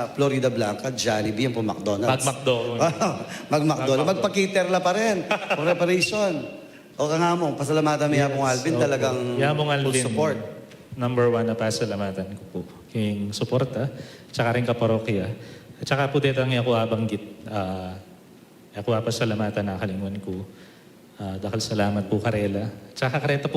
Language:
Pampanga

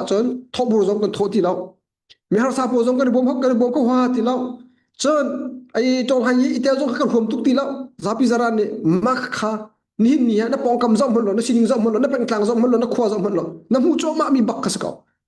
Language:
Hakha Chin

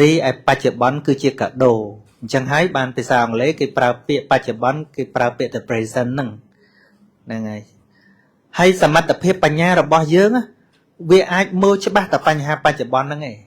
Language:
Khmer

